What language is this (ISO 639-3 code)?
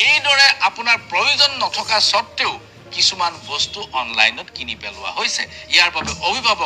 asm